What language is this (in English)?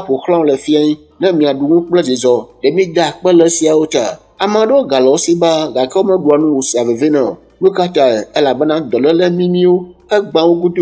Ewe